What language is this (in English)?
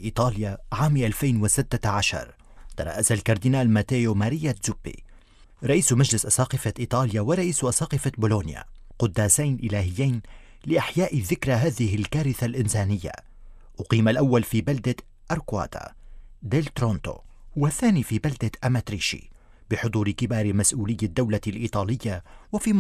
Arabic